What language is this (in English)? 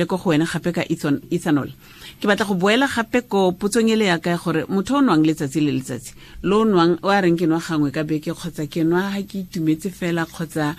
Tswana